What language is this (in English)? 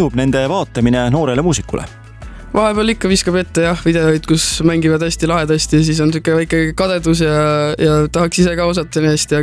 Estonian